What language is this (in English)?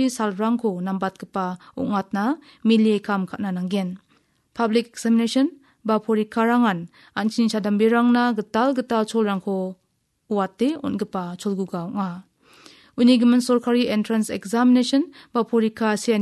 Garo